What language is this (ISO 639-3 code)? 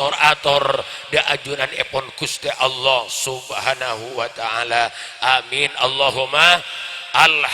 mad